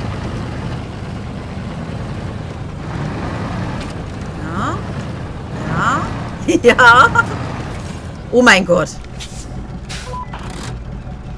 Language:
German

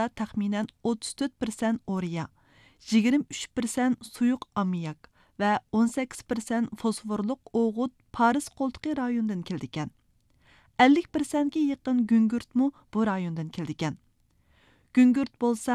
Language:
Uyghur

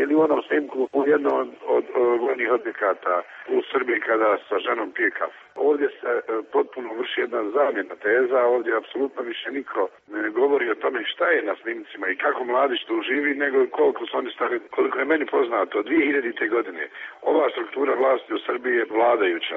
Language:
Serbian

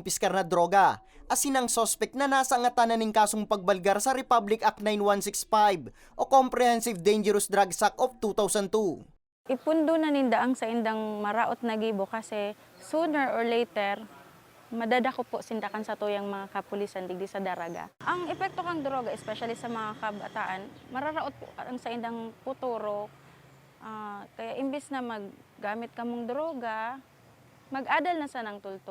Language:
Bikol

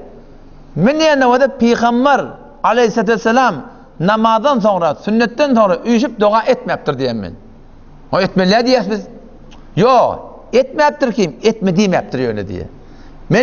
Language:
Turkmen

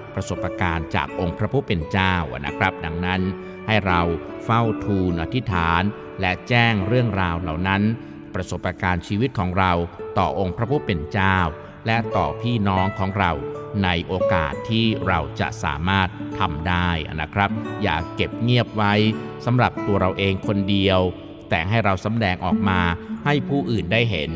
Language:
Thai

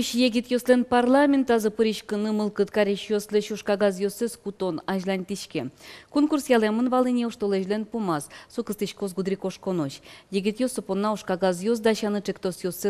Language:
Udmurt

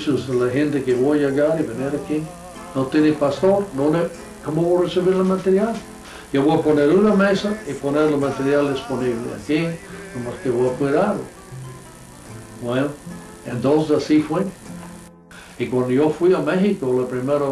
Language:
Spanish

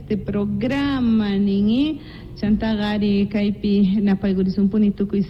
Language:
Quechua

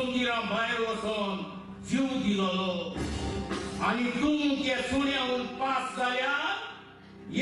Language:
Konkani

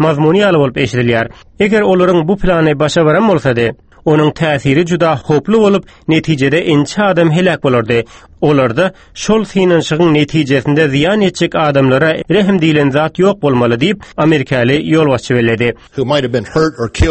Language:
Turkmen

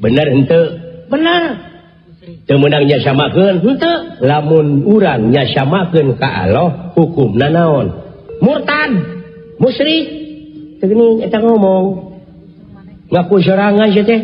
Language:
Sundanese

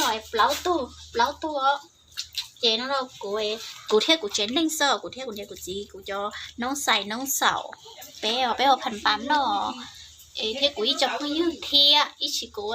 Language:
Hmong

